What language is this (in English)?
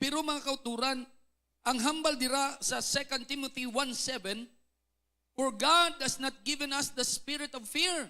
Hiligaynon